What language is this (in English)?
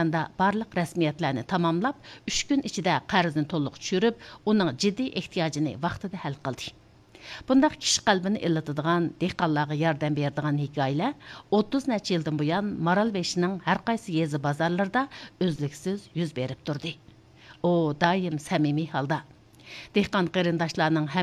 Uyghur